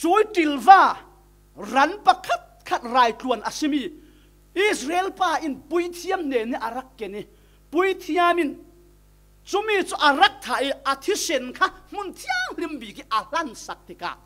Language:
Falam Chin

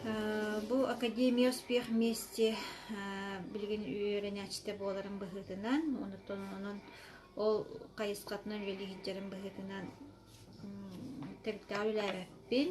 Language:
Yakut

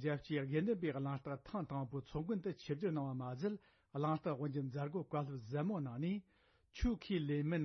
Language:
Tibetan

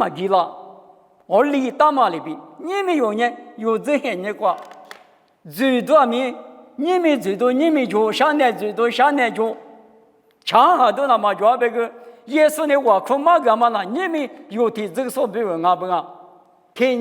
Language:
Lisu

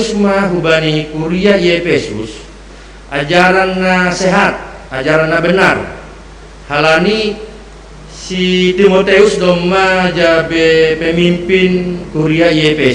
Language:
Batak Simalungun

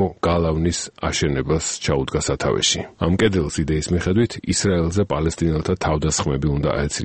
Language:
Georgian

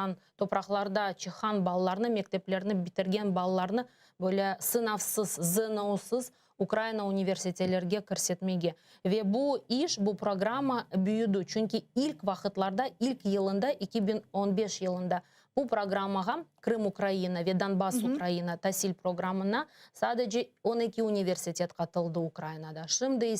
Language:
Crimean Tatar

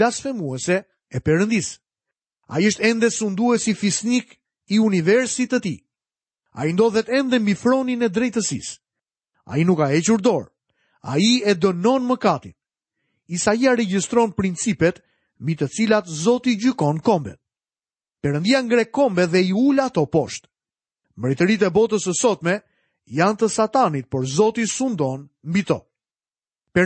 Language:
Albanian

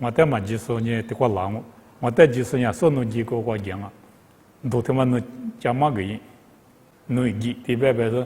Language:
Lisu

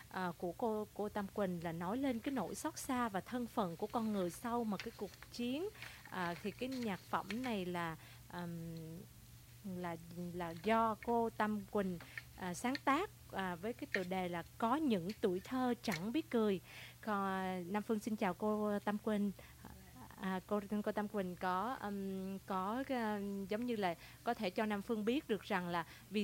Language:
Vietnamese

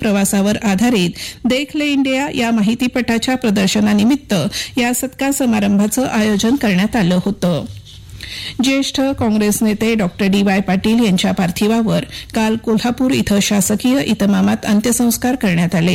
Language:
Marathi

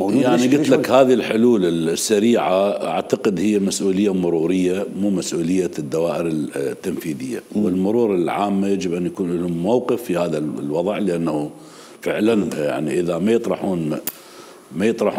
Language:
Mesopotamian Arabic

